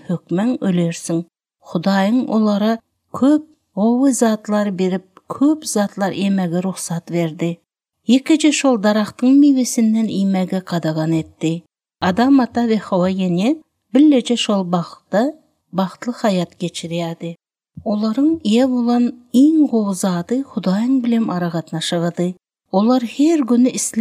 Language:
Turkmen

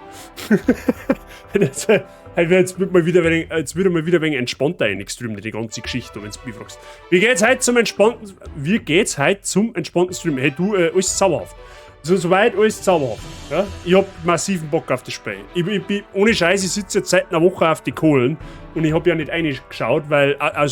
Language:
Bavarian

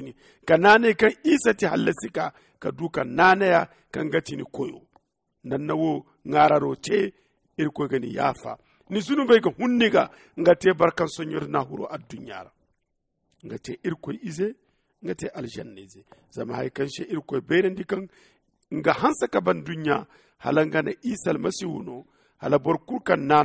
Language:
Zarma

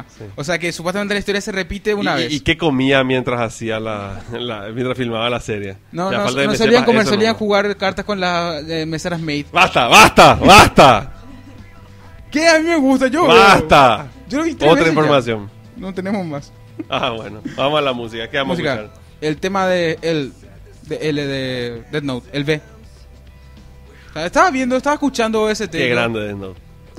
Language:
Spanish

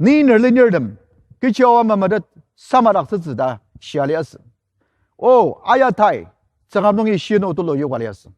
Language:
Ao Naga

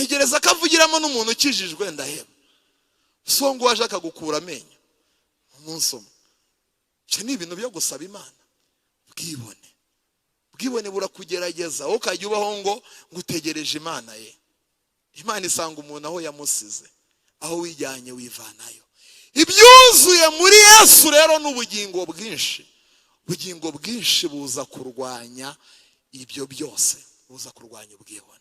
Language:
Kinyarwanda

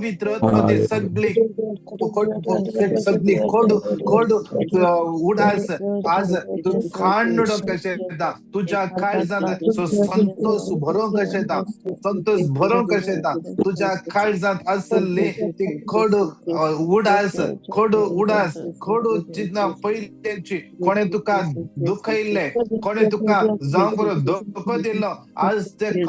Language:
Konkani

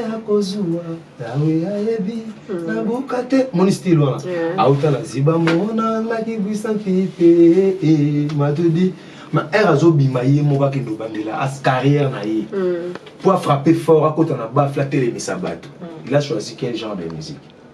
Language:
Lingala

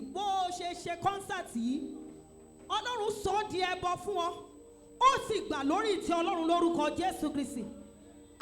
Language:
Yoruba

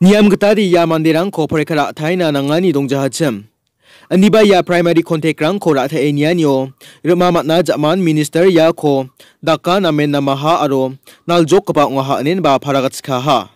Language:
Garo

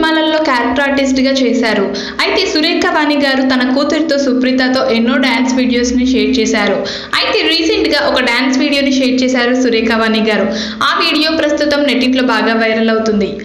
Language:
Telugu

